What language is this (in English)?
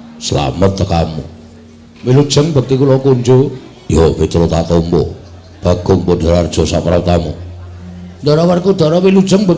Javanese